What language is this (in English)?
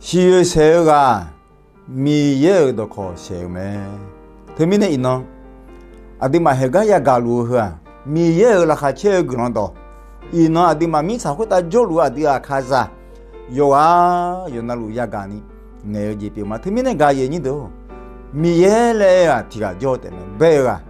Akha